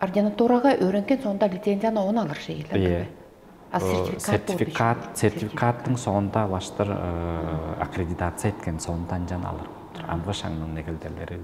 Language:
Tuvinian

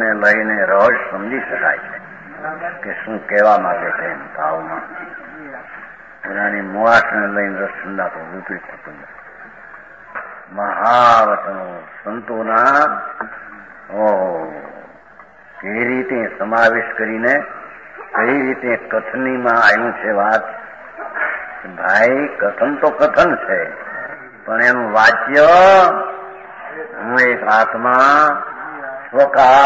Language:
Gujarati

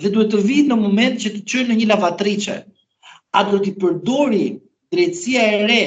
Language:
Albanian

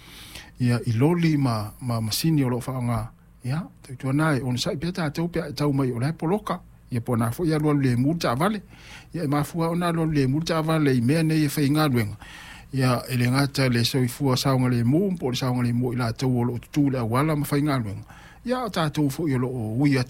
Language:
Samoan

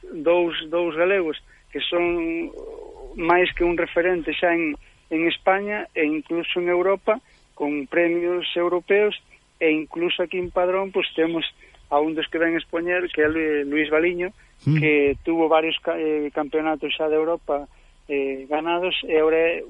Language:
Galician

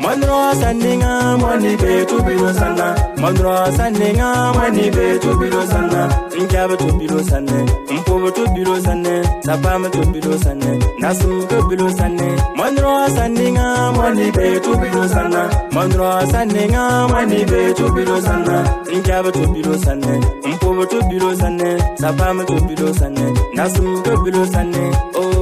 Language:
Bimoba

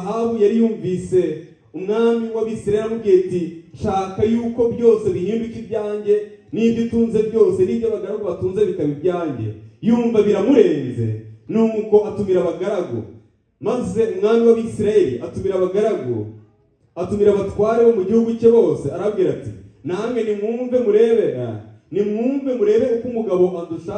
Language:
Kinyarwanda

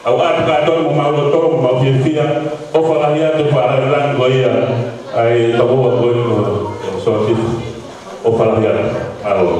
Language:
Tongan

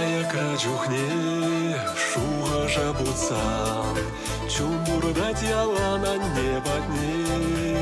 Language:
Chuvash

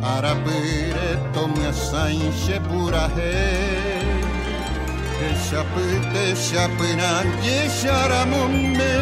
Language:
Guarani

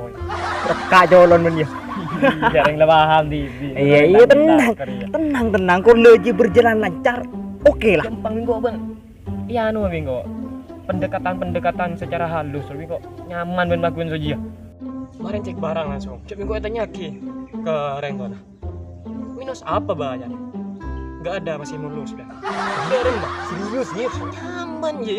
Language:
Madurese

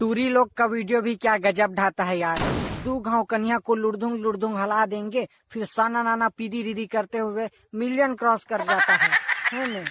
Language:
Chhattisgarhi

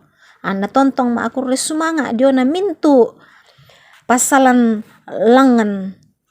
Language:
Toraja-Sa'dan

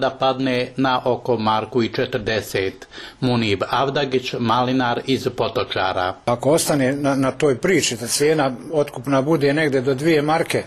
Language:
Bosnian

